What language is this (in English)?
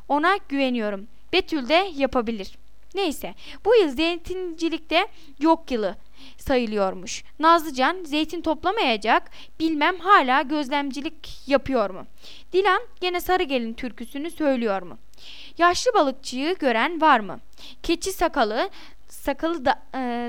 Turkish